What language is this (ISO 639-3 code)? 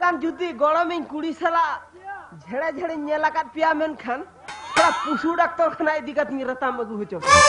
sat